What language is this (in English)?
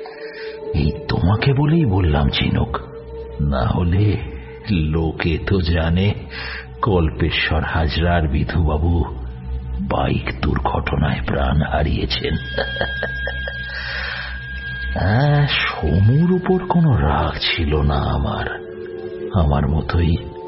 Bangla